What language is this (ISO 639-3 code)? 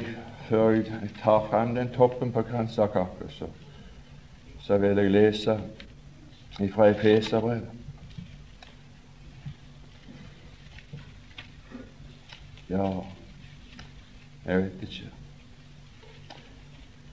nor